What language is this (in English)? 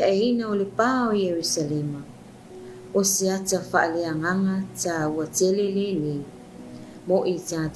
Samoan